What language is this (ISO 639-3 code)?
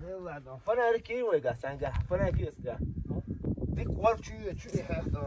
che